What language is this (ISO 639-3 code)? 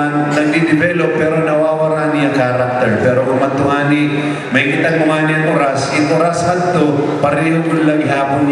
war